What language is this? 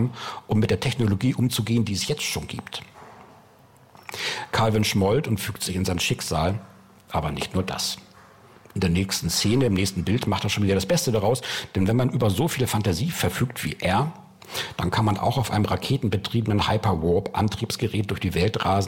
German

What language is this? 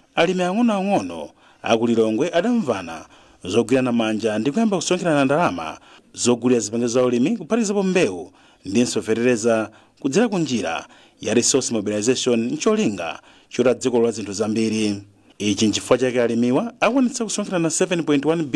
Nyanja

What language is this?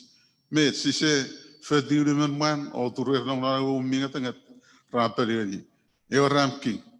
Chuukese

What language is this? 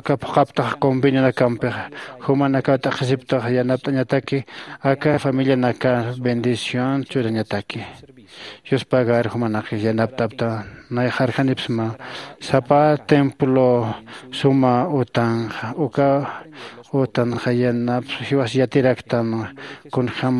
Aymara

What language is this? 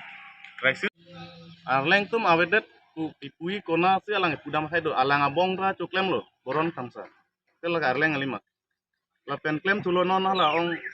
Karbi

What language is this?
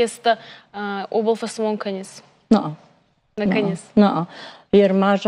Ossetic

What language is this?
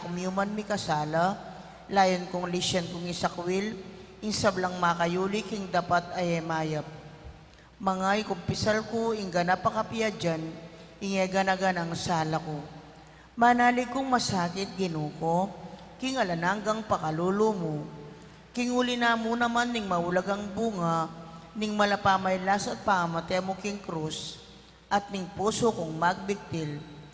Pampanga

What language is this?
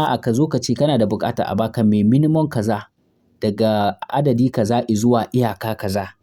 Hausa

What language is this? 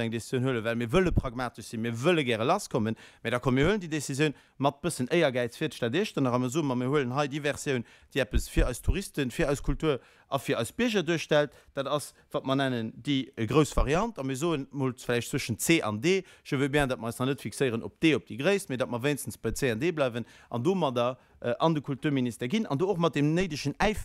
Luxembourgish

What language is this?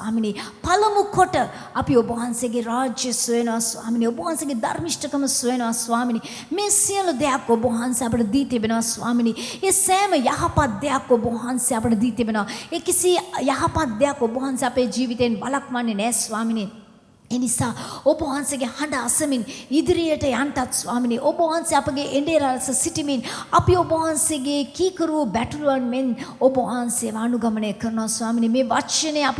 Sinhala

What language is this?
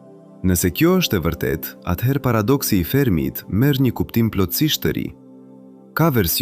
Albanian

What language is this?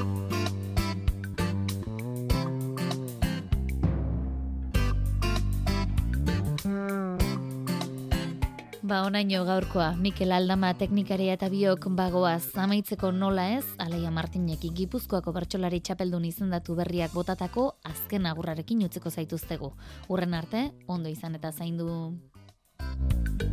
Basque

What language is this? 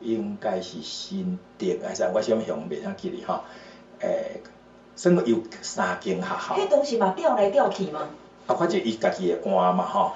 Min Nan Chinese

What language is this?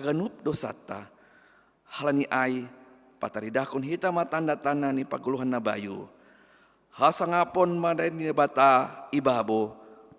Batak Simalungun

